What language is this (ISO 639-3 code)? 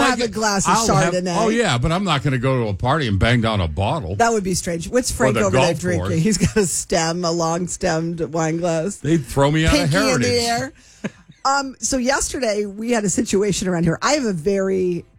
eng